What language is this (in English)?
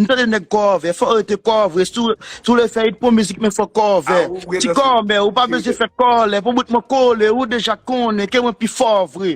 Haitian Creole